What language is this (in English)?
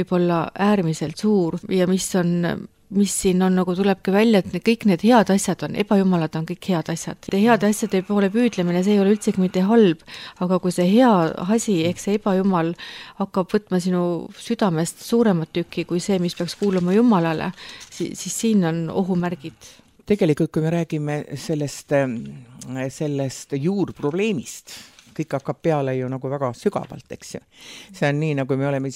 Estonian